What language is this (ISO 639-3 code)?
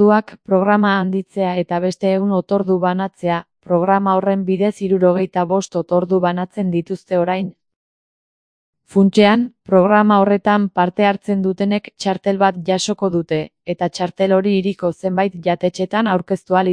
eus